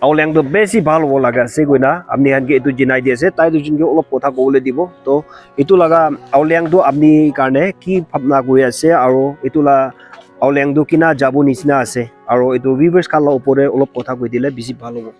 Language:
Naga Pidgin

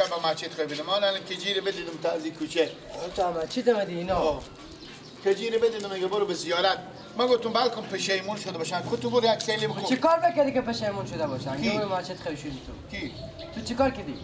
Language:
Persian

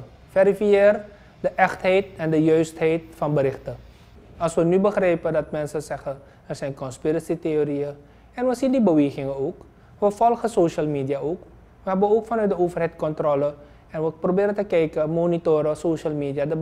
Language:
Dutch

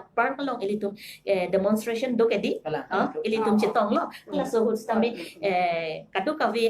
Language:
Karbi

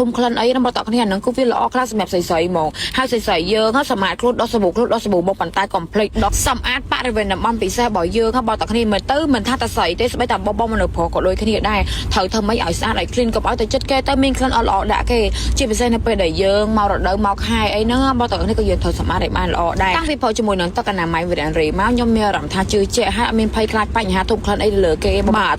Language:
Khmer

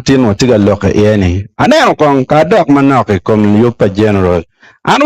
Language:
Acoli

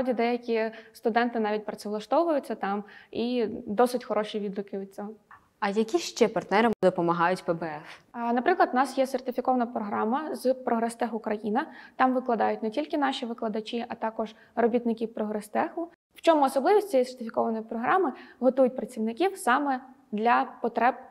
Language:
Ukrainian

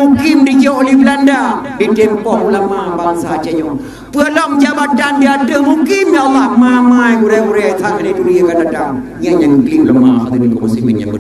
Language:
Achinese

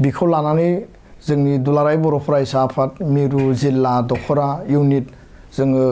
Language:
Bodo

